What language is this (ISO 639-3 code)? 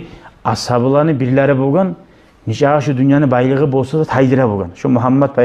kum